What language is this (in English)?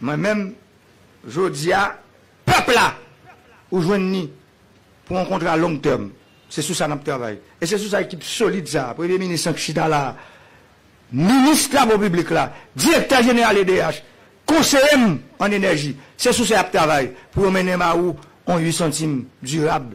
Haitian Creole